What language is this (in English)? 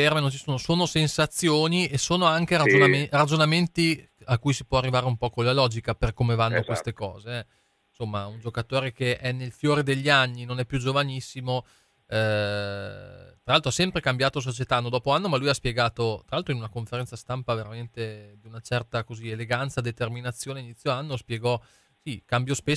Italian